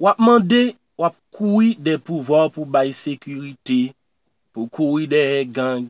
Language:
Haitian Creole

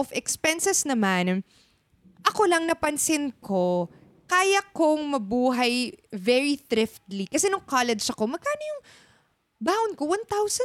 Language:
Filipino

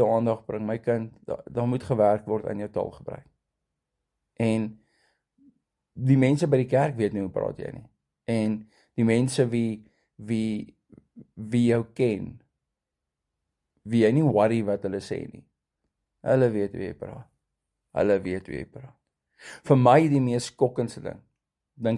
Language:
Afrikaans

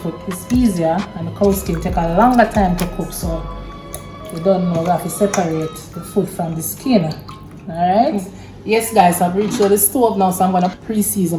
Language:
Jamaican Creole English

